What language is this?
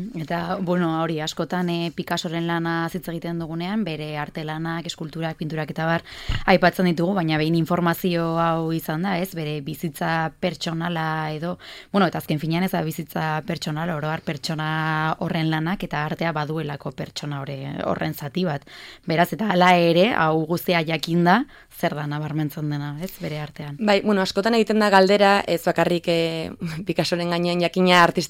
Basque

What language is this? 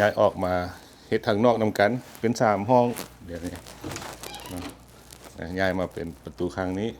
Lao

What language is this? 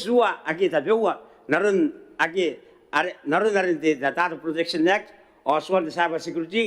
Gilbertese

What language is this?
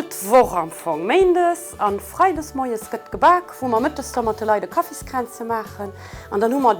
Luxembourgish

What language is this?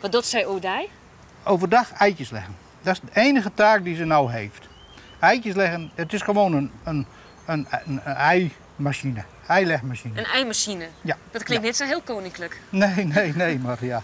Western Frisian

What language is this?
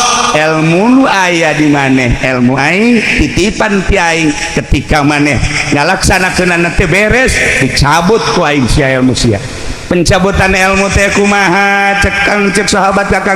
Sundanese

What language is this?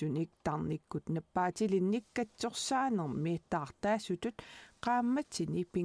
Kalaallisut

